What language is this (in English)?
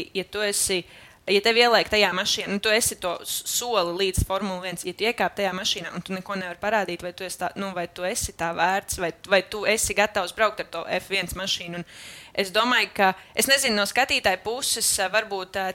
Latvian